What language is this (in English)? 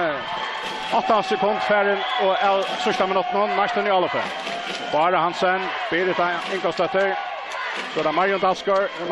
Faroese